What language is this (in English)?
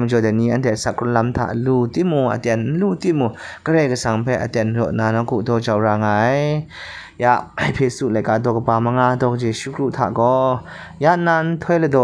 Kachin